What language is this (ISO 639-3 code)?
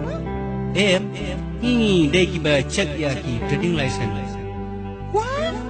kha